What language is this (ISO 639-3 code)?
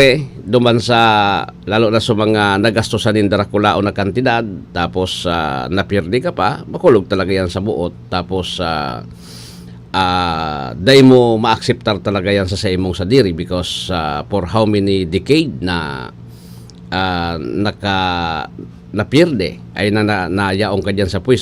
bik